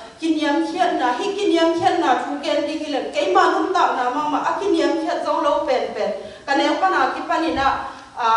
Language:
Tedim Chin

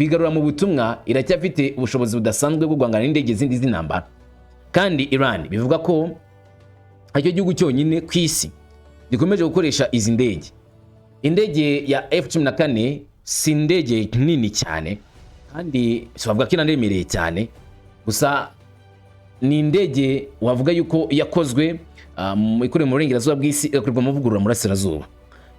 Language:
Kinyarwanda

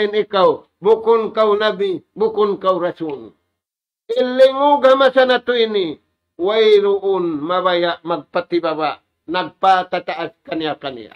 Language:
Tausug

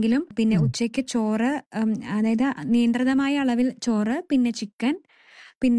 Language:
Malayalam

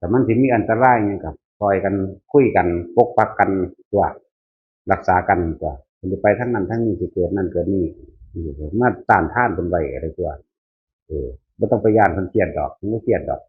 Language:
Northeastern Thai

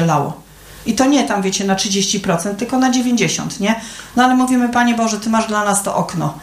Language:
Polish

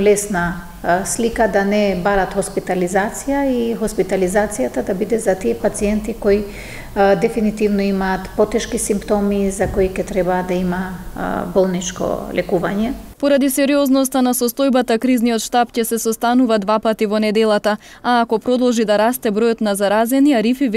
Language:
Macedonian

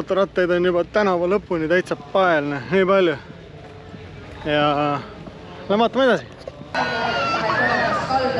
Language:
Estonian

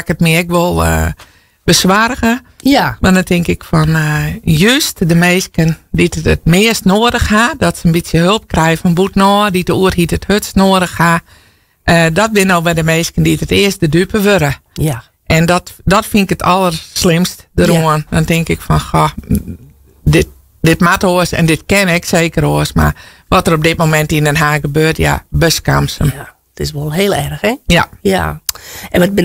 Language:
Western Frisian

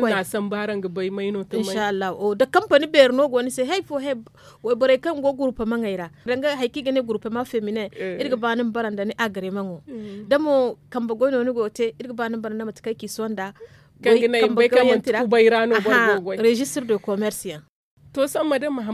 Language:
Zarma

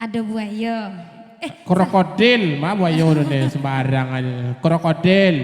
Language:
Minangkabau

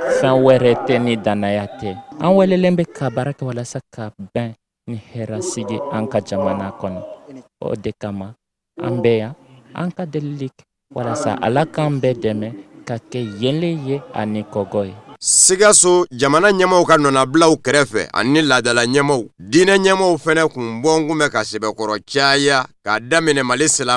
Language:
Bambara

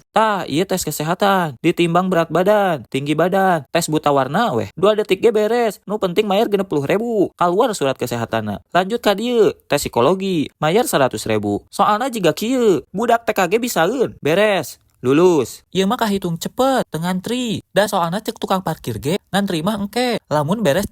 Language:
Sundanese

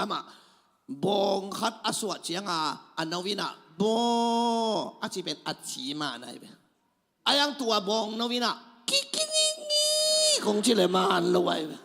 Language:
Tedim Chin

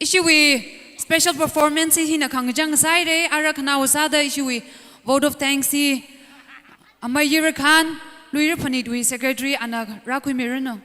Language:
Tangkhul Naga (India)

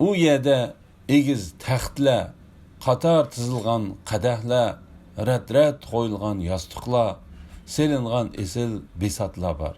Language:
Uyghur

